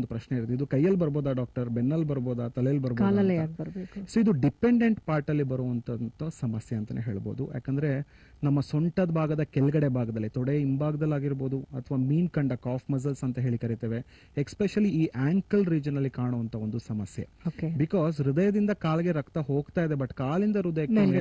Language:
Kannada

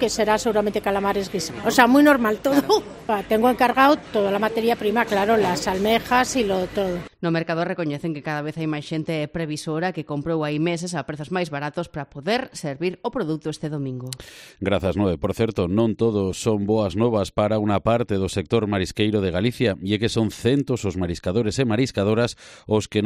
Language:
Galician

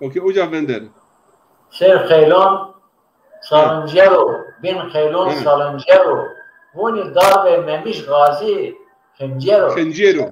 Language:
Zaza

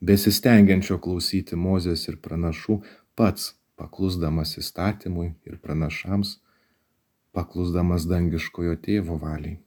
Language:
Lithuanian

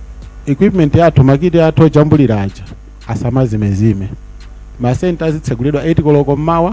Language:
Nyanja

